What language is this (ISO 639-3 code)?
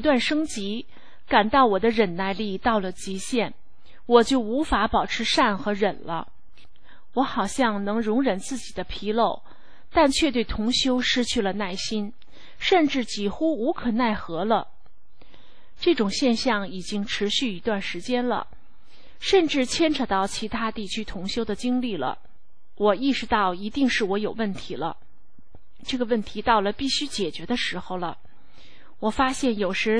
zho